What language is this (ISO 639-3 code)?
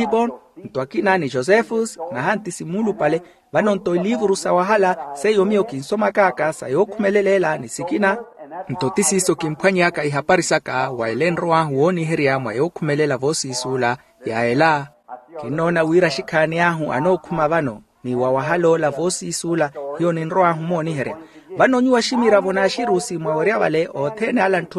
vmw